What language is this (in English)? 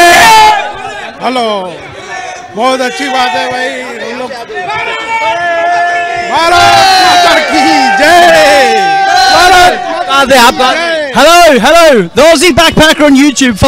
Gujarati